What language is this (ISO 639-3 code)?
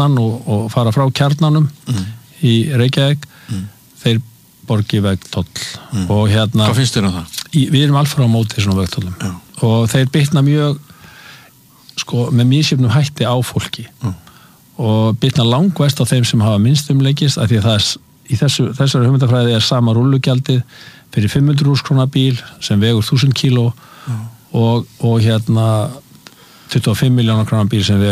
isl